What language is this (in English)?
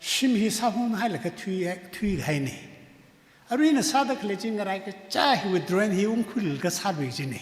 Tangkhul Naga (India)